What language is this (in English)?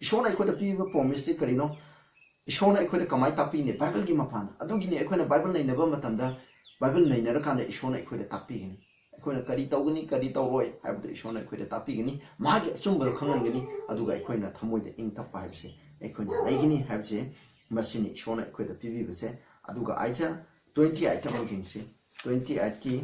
Manipuri